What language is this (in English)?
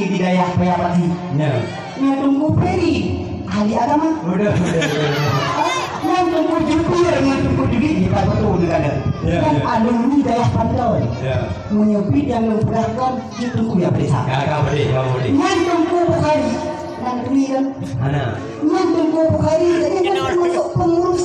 Achinese